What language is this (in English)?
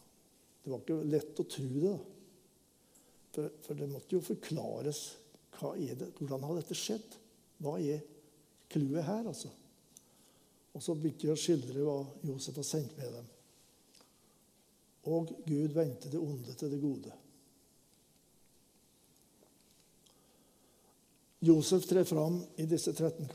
Norwegian